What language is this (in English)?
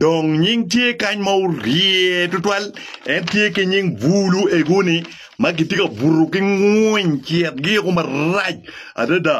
Acoli